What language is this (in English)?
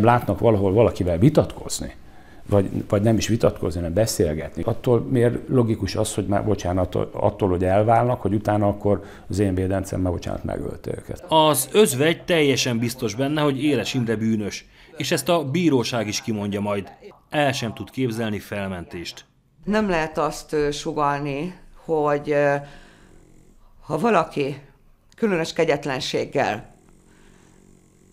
Hungarian